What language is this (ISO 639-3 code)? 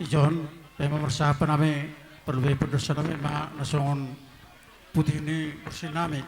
bts